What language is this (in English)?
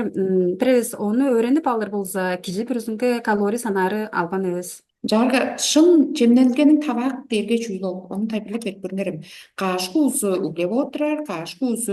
Tuvinian